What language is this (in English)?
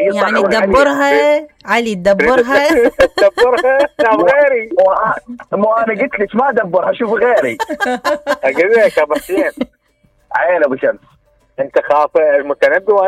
Mesopotamian Arabic